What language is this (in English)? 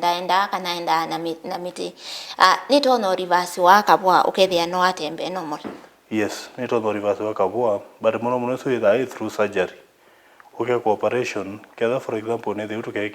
Kamba